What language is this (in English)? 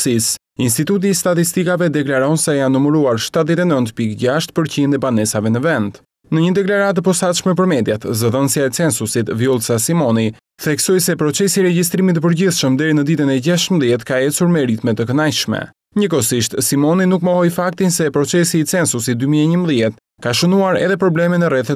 Albanian